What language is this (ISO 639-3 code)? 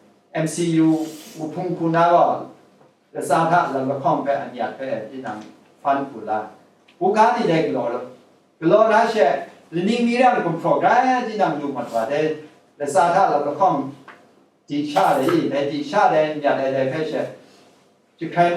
kac